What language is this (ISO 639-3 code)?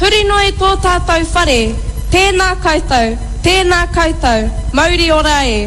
mri